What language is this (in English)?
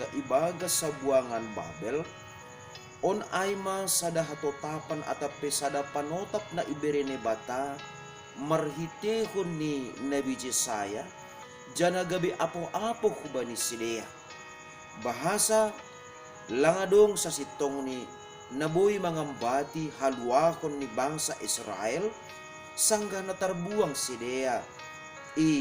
Batak Simalungun